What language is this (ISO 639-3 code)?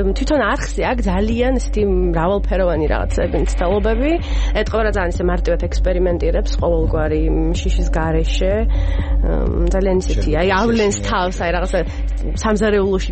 kat